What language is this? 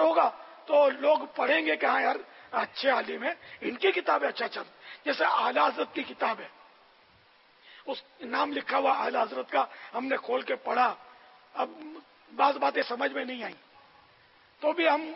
Urdu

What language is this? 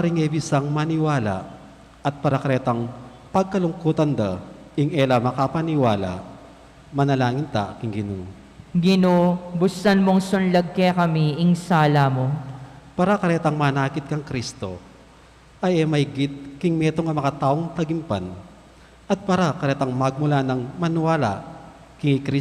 Pampanga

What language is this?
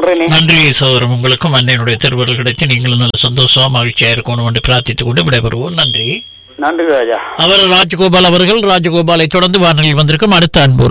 Tamil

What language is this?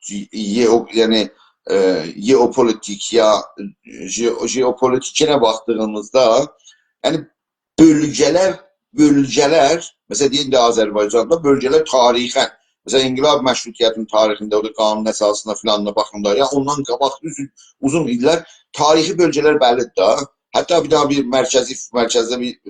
South Azerbaijani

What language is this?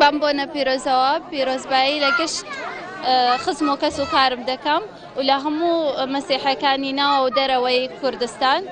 Central Kurdish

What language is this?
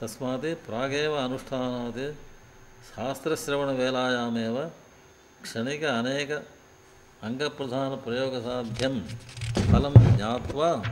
Sanskrit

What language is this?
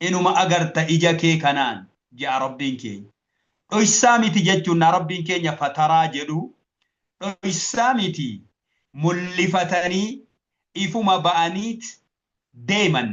Oromo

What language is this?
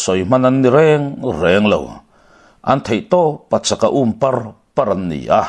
Mizo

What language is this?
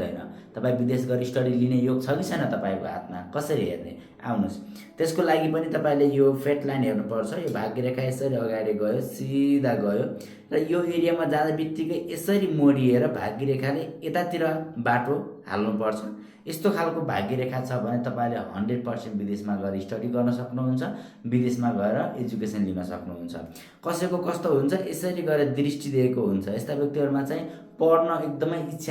Nepali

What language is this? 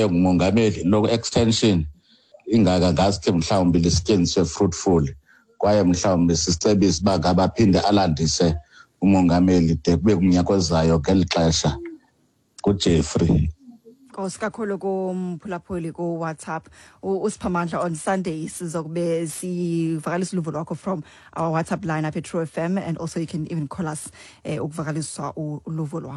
Xhosa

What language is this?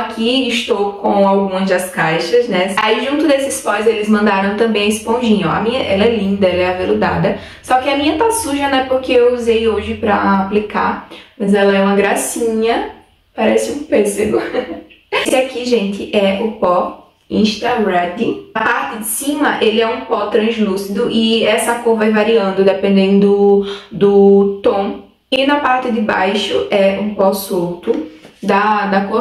Portuguese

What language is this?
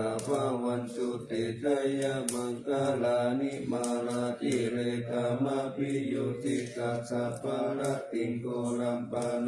Pali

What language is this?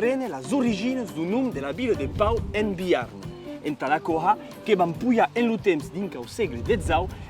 Occitan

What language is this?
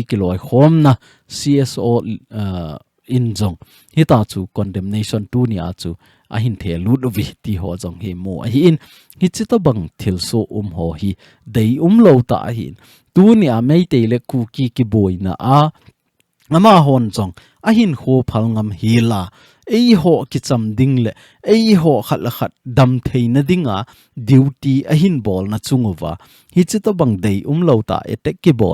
Thado Chin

